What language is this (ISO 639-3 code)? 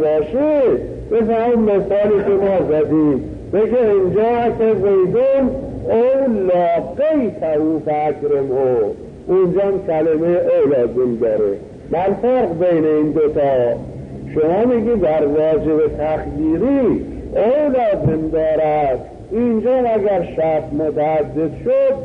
fas